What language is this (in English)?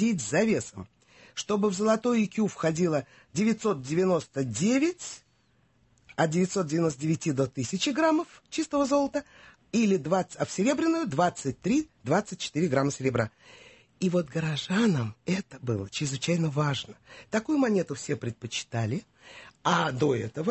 Russian